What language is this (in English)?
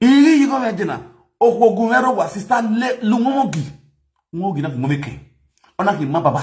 Nigerian Pidgin